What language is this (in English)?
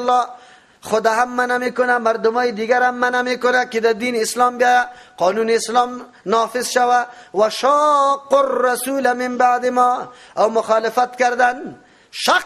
Persian